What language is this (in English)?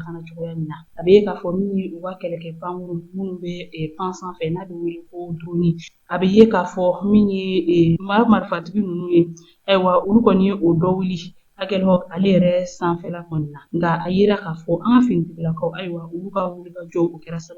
Bambara